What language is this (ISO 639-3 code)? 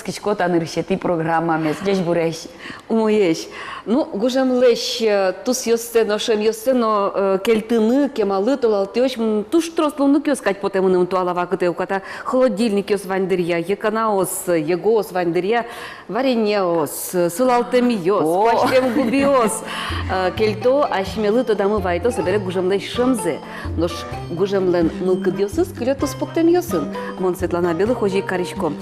udm